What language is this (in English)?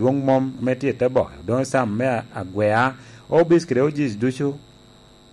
Lango (Uganda)